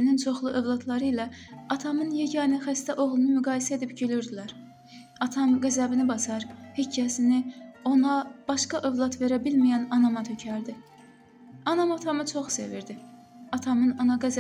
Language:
Azerbaijani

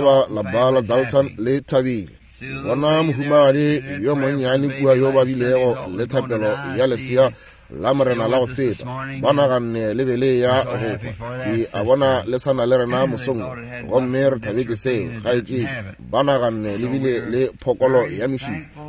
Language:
Northern Sotho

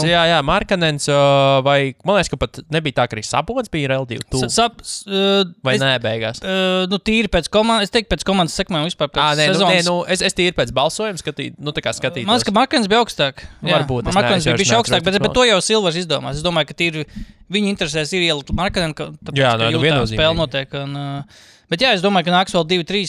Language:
Latvian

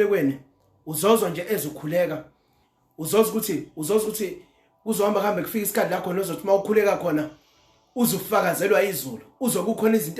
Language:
Zulu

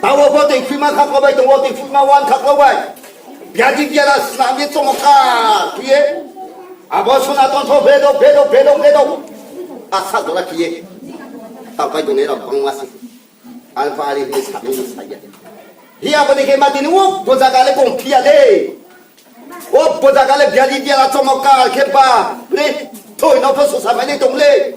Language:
Riang (India)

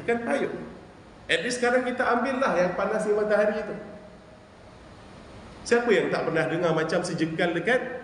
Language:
Malay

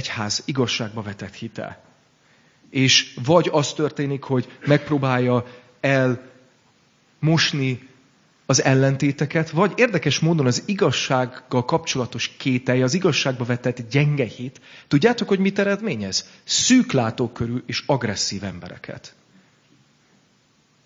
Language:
Hungarian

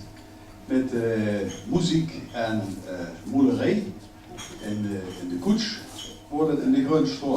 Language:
Limburgish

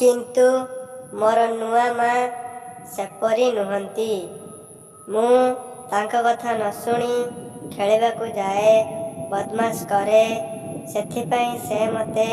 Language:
Odia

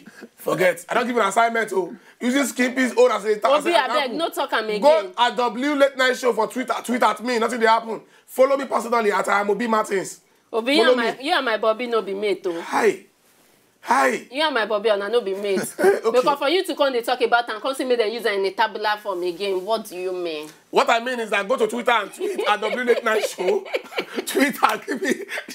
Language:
Nigerian Pidgin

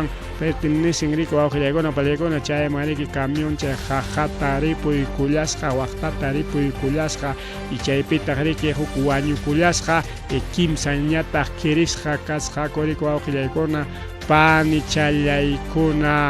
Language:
Ayacucho Quechua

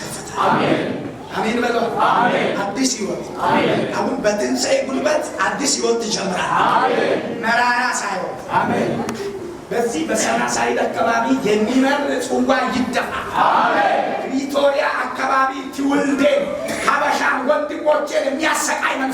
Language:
Amharic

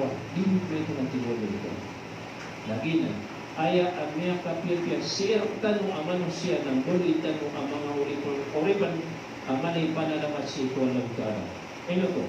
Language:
Maranao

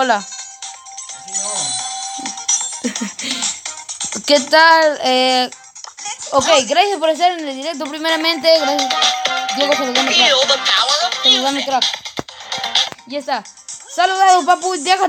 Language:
Spanish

